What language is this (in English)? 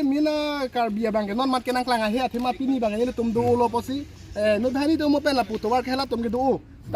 Karbi